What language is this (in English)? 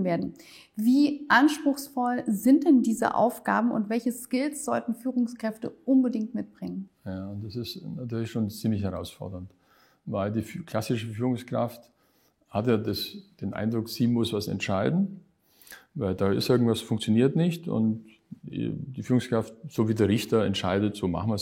German